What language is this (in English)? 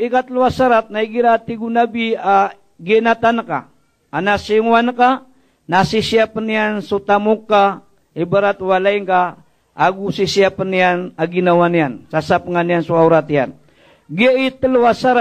Maranao